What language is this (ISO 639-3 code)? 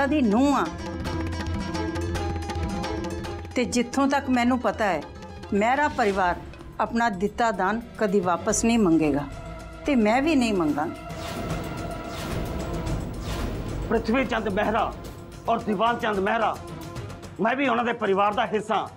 pan